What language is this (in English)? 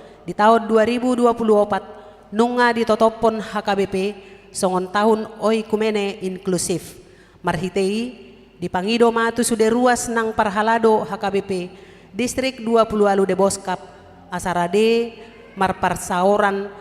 Batak Toba